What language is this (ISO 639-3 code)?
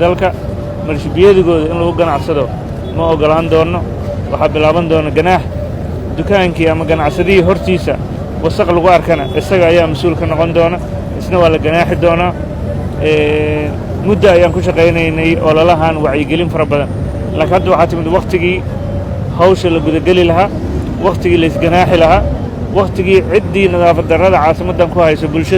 som